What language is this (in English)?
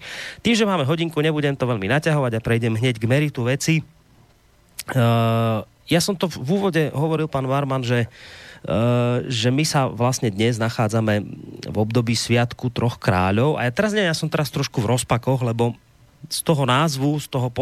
Slovak